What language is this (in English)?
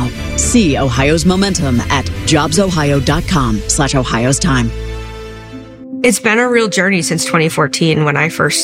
English